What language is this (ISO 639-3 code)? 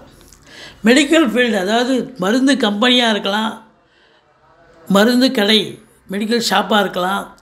tam